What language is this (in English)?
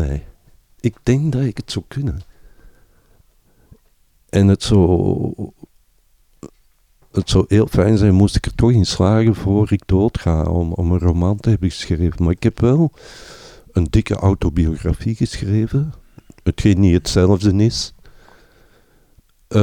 Dutch